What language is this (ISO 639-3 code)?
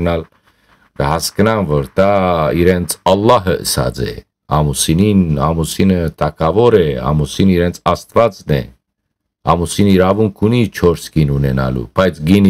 hyw